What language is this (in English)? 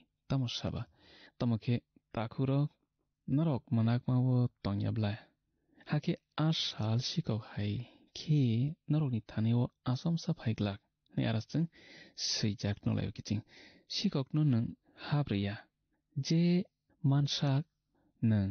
Kok Borok